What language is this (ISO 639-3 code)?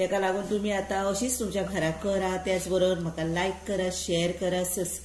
kok